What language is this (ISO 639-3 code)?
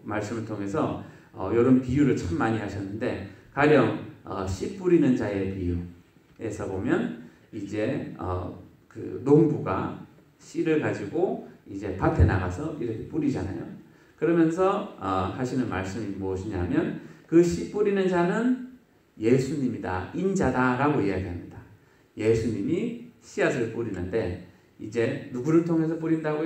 kor